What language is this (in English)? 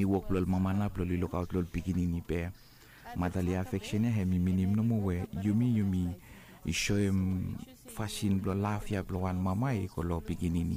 Bislama